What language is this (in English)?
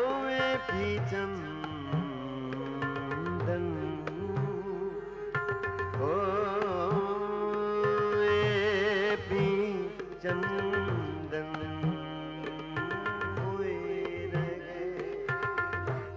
Punjabi